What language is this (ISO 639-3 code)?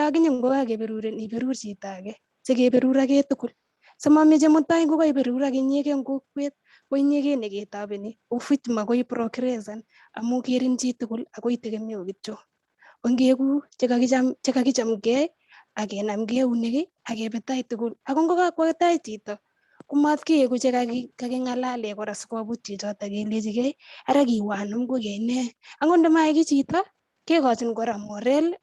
kln